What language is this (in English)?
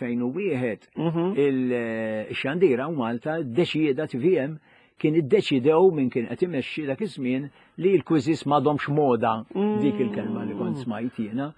Maltese